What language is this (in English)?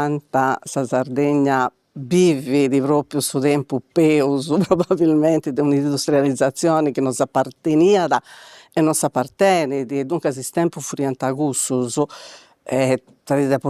Sardinian